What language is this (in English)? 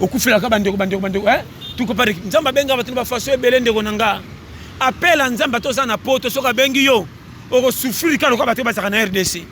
Lingala